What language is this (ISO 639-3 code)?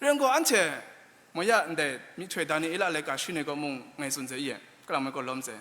kac